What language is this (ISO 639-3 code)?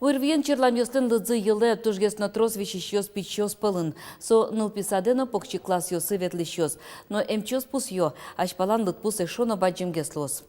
udm